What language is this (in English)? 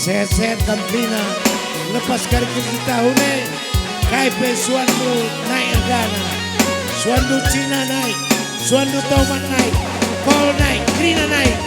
Batak Karo